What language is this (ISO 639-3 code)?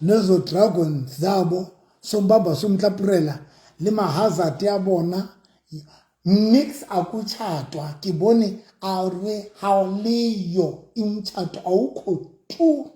sot